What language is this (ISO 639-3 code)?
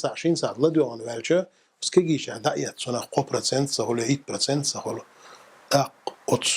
che